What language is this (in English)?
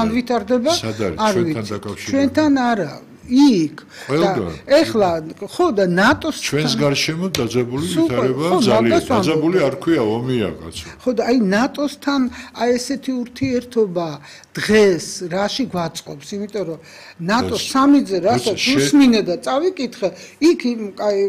Georgian